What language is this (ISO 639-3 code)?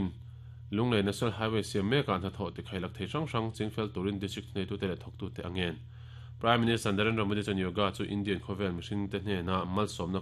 lus